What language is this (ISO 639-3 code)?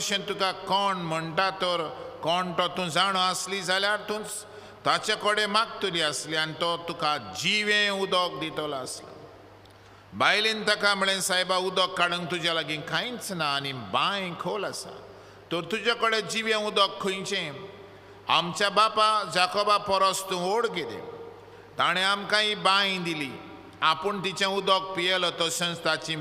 kok